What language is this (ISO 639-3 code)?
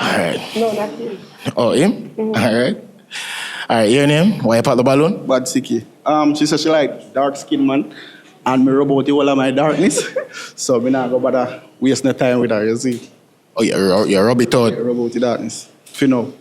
jam